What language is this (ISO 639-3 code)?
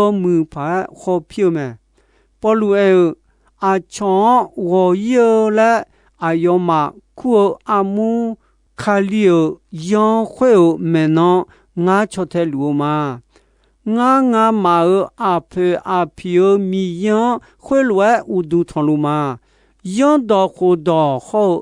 ahk